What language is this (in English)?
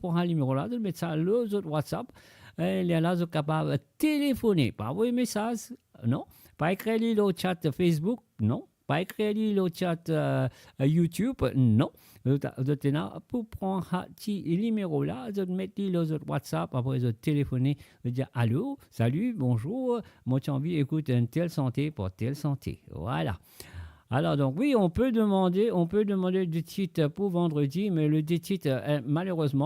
Morisyen